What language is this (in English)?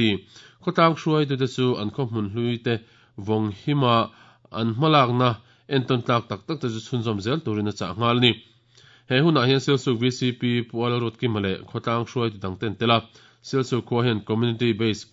Mizo